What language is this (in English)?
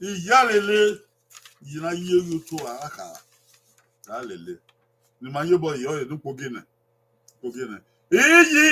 Bini